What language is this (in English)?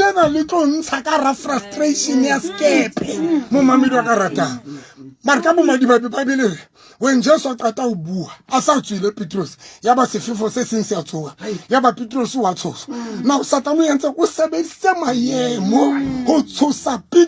Southern Sotho